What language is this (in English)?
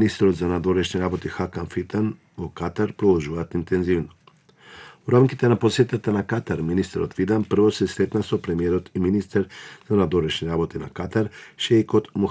Macedonian